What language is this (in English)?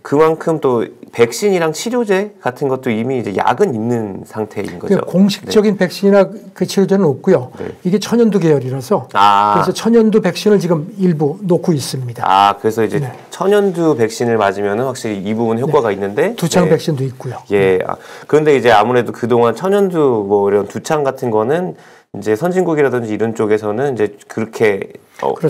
Korean